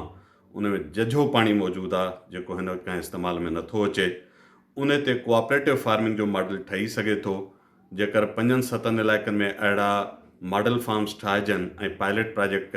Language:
Sindhi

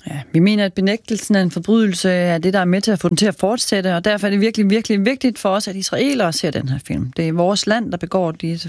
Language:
Danish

